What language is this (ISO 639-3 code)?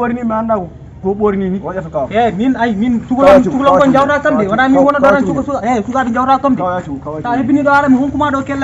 ful